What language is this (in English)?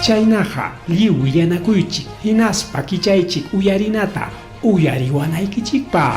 Ayacucho Quechua